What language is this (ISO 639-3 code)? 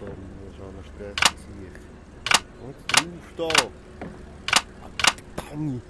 gsw